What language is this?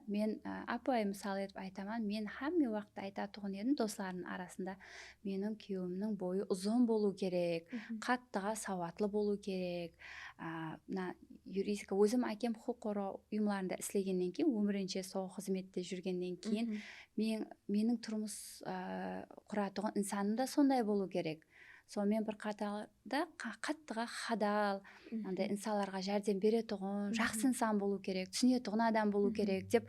Kara-Kalpak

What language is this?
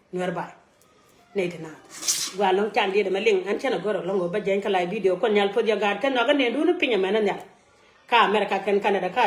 Nuer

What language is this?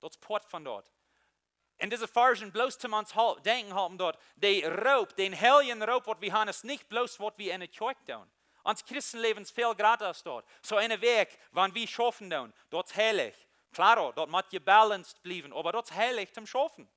Plautdietsch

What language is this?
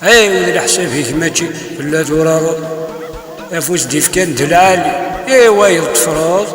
Kabyle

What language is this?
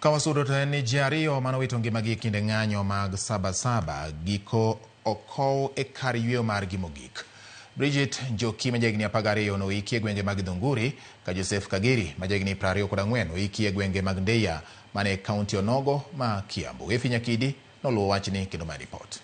Luo (Kenya and Tanzania)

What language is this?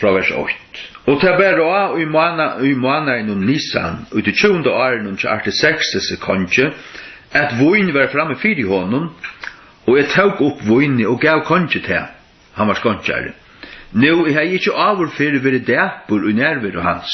Faroese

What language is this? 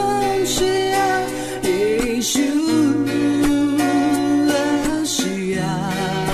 Akha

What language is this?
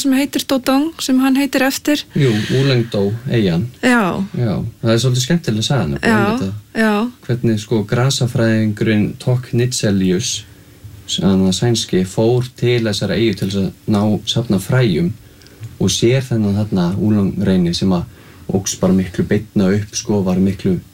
Icelandic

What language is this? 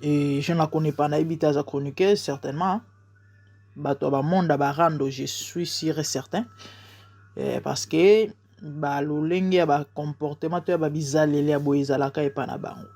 Lingala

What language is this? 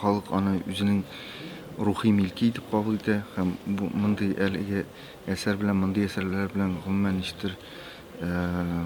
Tatar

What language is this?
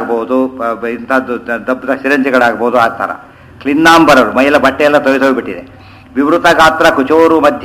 Kannada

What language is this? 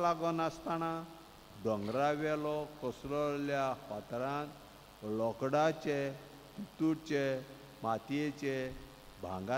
Konkani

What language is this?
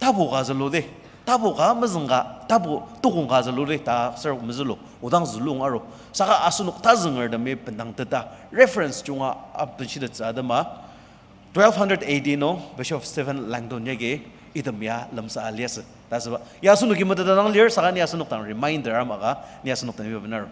Ao Naga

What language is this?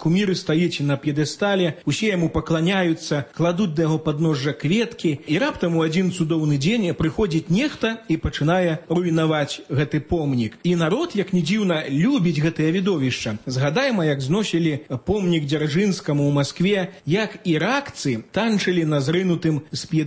Belarusian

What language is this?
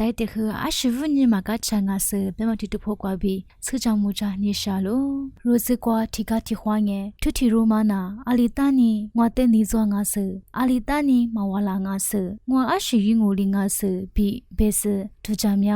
Lisu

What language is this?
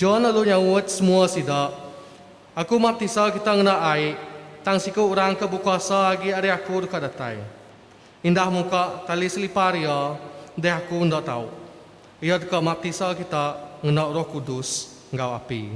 Iban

